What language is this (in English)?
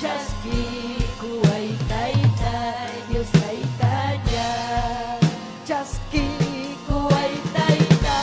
Ayacucho Quechua